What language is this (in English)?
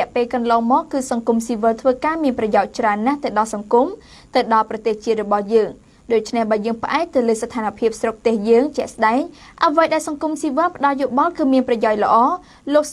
Khmer